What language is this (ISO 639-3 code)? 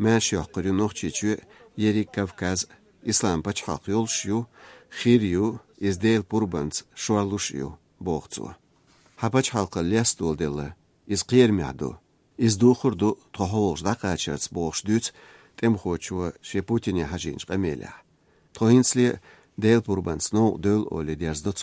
che